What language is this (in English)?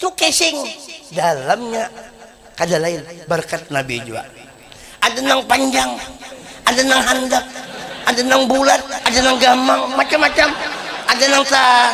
Banjar